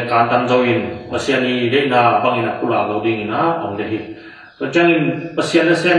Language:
Tedim Chin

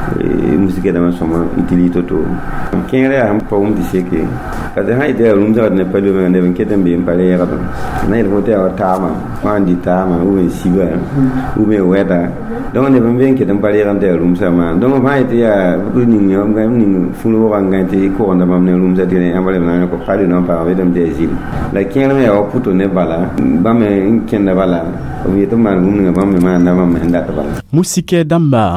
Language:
Mossi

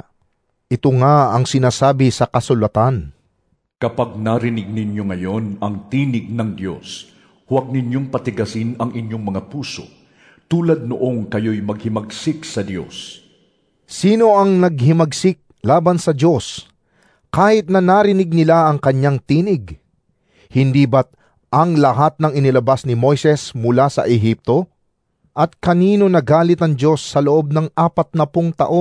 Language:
Filipino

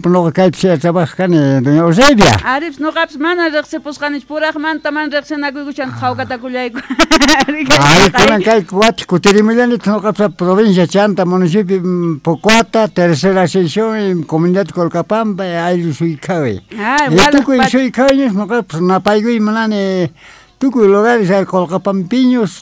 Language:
South Bolivian Quechua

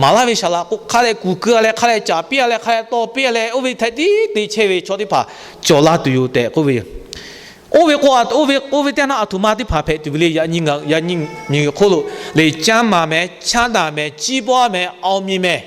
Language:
Lahu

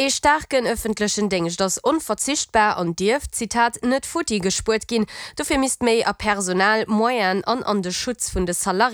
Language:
Luxembourgish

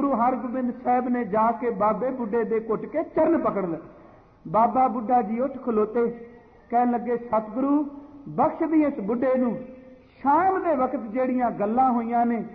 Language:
Punjabi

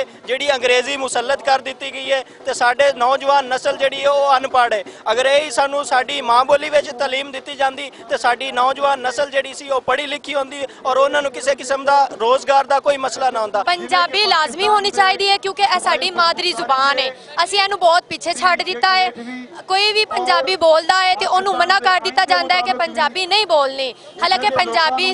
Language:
Western Panjabi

